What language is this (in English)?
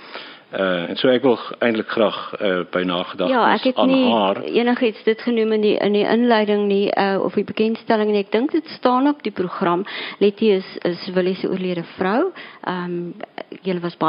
Afrikaans